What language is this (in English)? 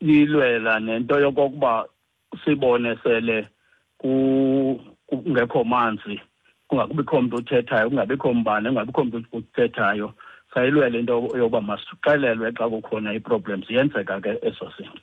Xhosa